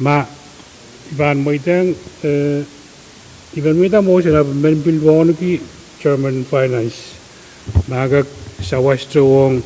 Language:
Pohnpeian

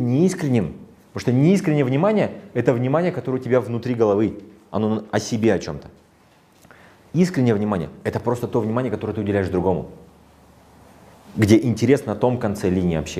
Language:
Russian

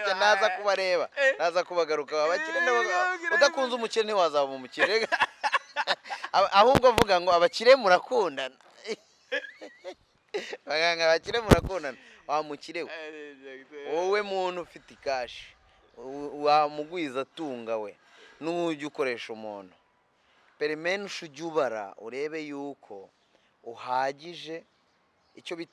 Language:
Kinyarwanda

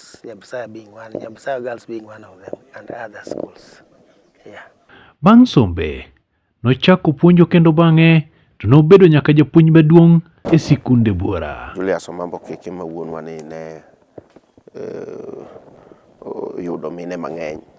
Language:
Luo (Kenya and Tanzania)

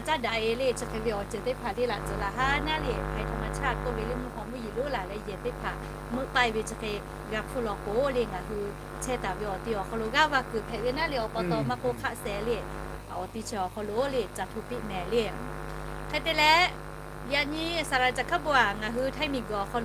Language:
Lahu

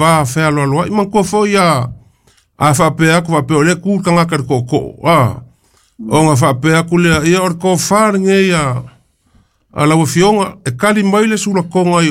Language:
Samoan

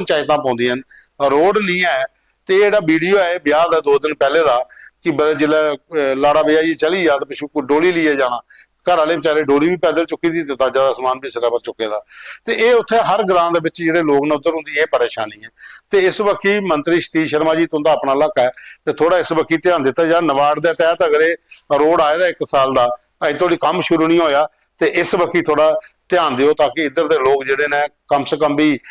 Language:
Dogri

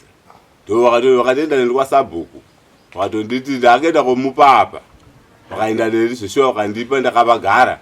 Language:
Shona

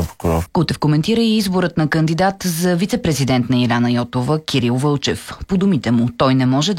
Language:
Bulgarian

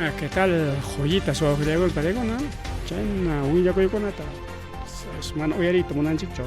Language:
Ayacucho Quechua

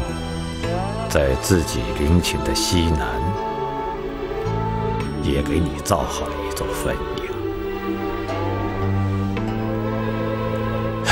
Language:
Chinese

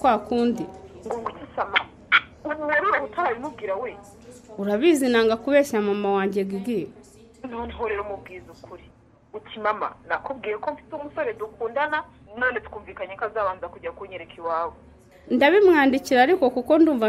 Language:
Kinyarwanda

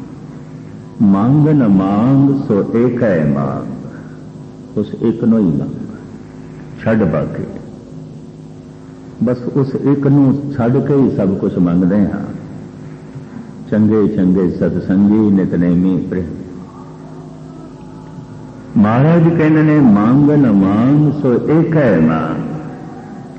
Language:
Punjabi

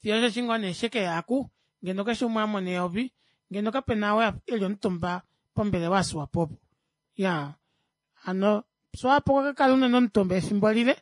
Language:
Kuanyama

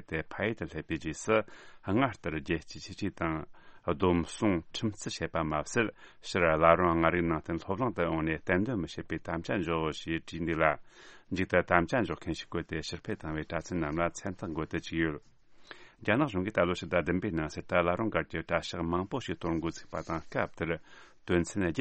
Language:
Tibetan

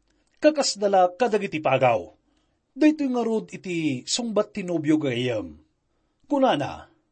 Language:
Iloko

